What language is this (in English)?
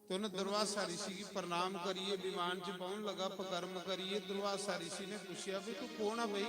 Dogri